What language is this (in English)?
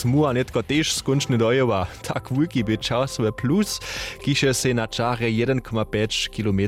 Upper Sorbian